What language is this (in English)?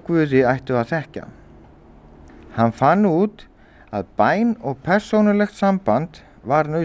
Icelandic